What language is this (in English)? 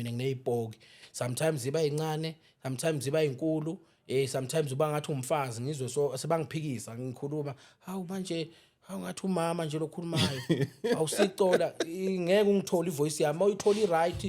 Zulu